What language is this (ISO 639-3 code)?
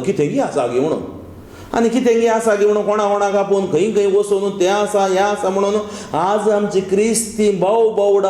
kok